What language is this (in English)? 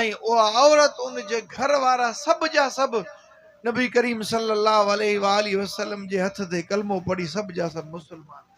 Sindhi